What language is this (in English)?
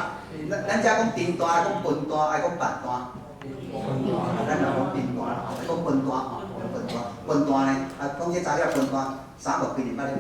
Min Nan Chinese